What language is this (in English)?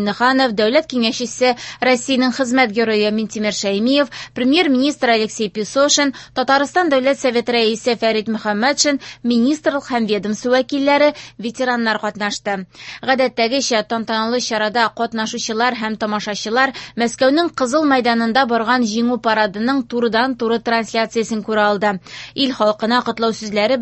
Tatar